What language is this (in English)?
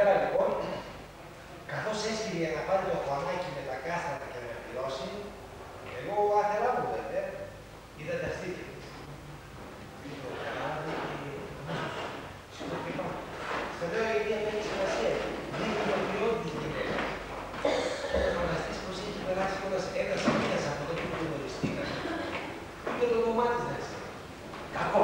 Greek